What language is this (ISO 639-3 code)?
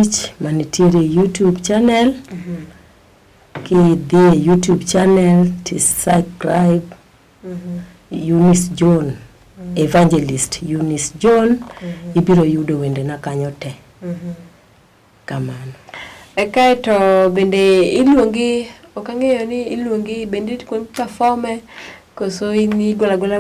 luo